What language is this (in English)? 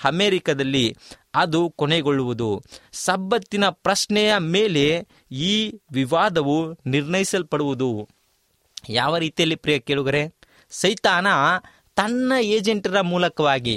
Kannada